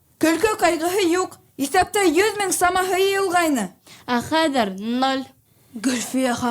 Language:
Bashkir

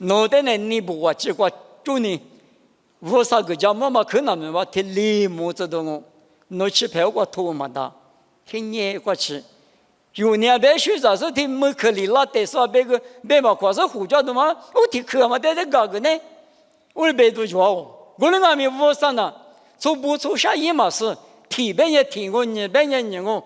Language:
Lisu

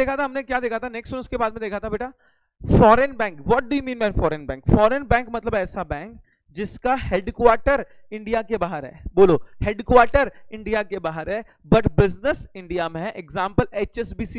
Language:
Hindi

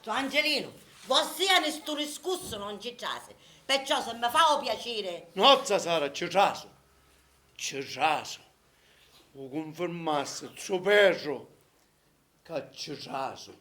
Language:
Sicilian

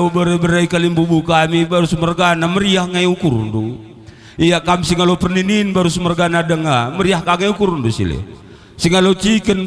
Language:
Batak Karo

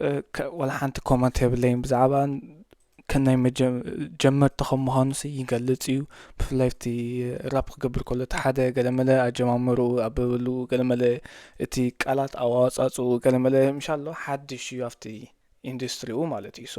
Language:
Tigrinya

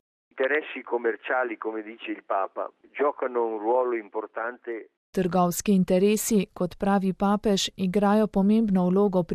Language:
Slovenian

